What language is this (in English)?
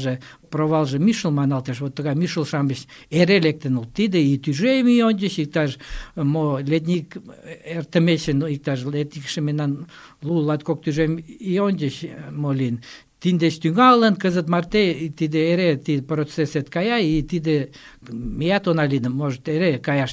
Mari